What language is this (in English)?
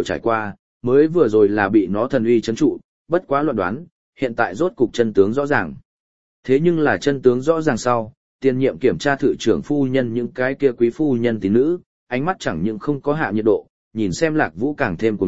Vietnamese